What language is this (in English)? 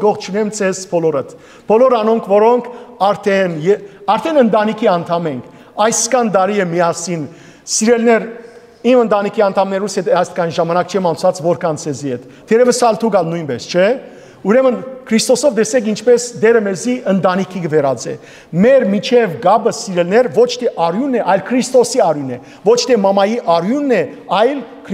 Western Armenian